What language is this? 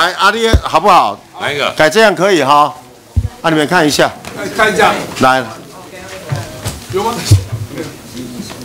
Chinese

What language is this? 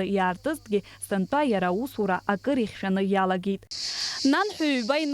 Abkhazian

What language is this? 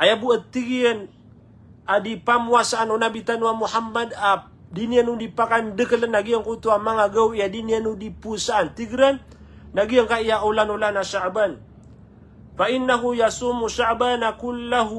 Maranao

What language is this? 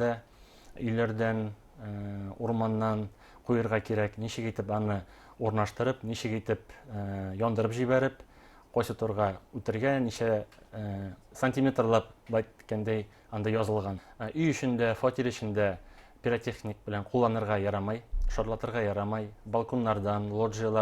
Bashkir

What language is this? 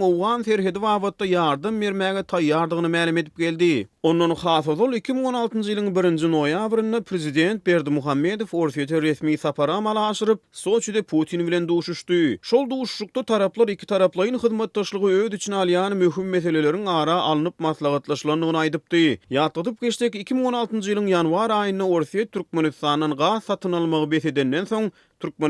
Turkmen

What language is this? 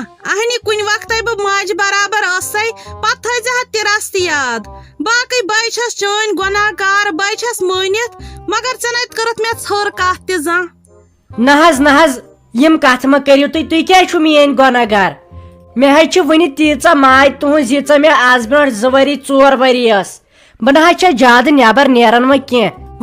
Kashmiri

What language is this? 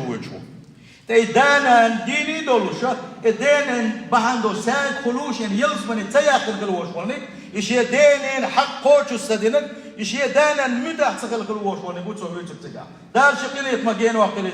Chechen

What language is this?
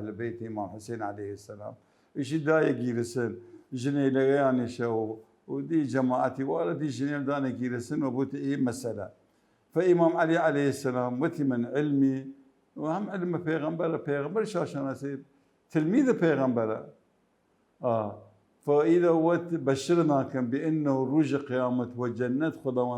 Mesopotamian Arabic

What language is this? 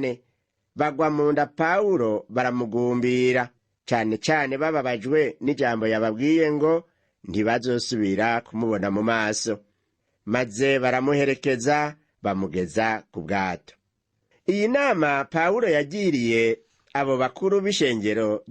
Rundi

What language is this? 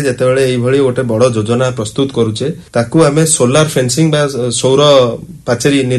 Odia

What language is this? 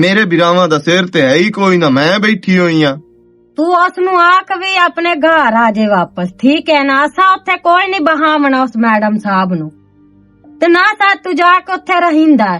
Western Panjabi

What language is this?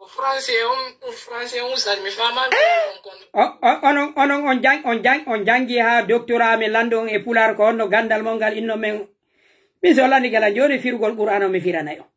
Pular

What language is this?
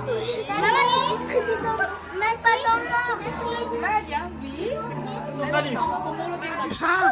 Réunion Creole French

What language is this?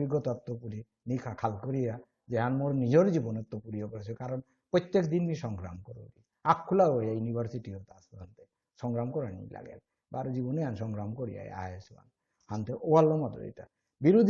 Bishnupriya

